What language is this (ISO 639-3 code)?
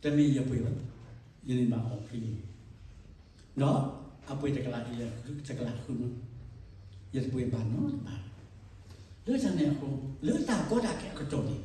ksw